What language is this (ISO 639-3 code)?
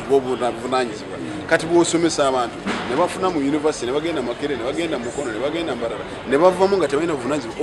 lug